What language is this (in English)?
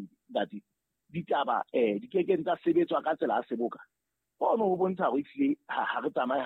Southern Sotho